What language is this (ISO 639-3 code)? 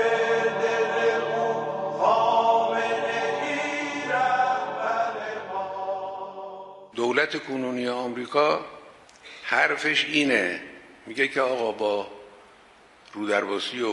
fas